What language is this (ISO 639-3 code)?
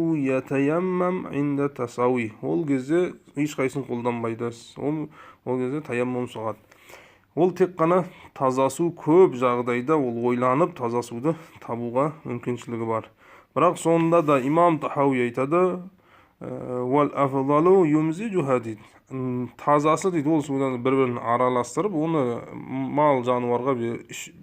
kaz